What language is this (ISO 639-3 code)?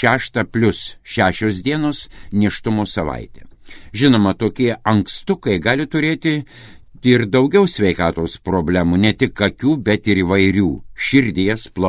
lit